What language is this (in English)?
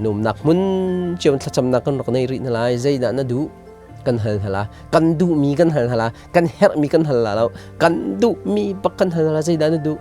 Hakha Chin